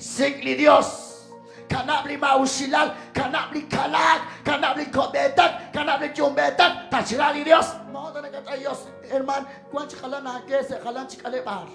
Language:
Kekchí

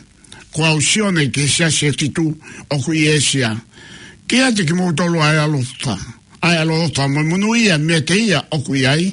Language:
Tongan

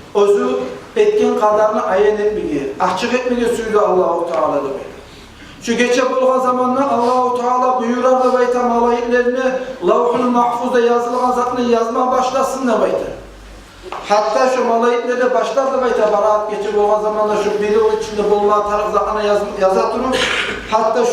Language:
Kumyk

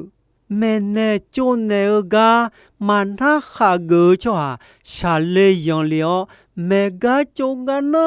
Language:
Akha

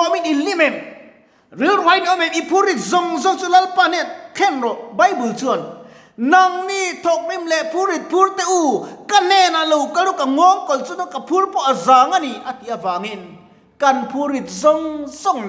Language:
Mizo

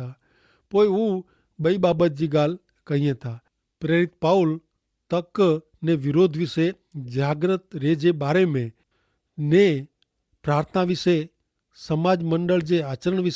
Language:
Kachhi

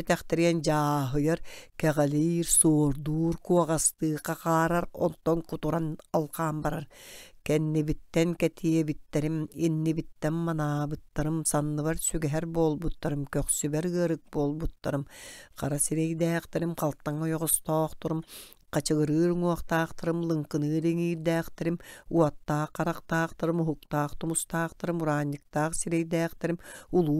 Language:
Yakut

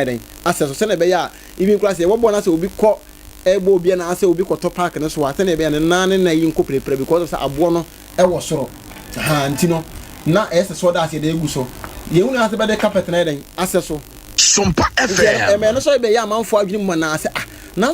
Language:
Akan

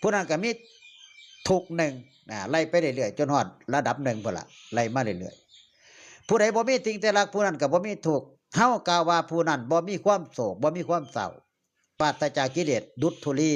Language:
Northeastern Thai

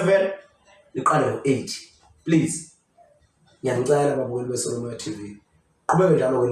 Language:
Zulu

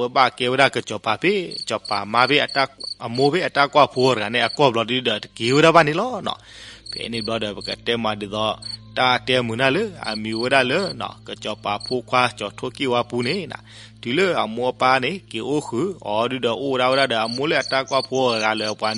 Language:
S'gaw Karen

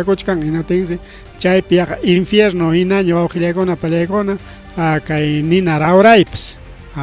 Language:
Ayacucho Quechua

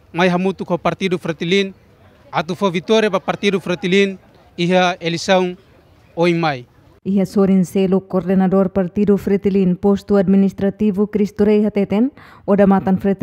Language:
Tetum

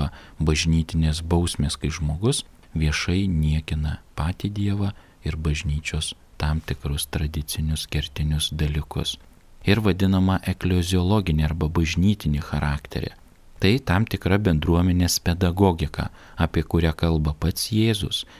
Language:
Lithuanian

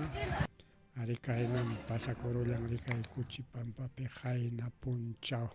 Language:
Ayacucho Quechua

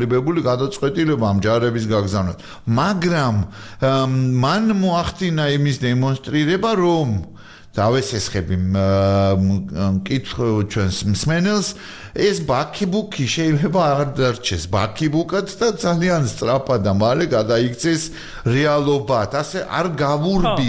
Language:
Georgian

